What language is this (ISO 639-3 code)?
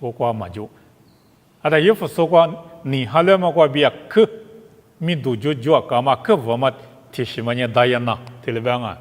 lis